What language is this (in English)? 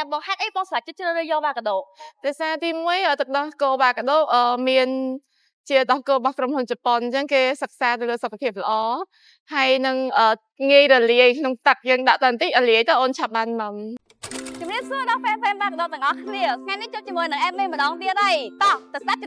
Khmer